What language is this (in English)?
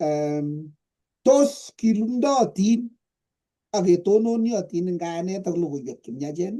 Kalenjin